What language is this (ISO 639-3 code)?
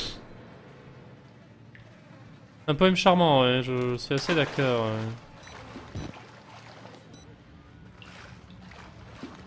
fra